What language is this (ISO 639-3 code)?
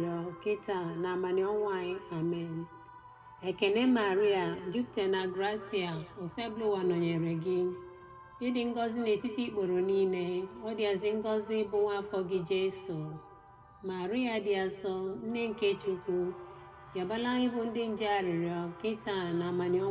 ibo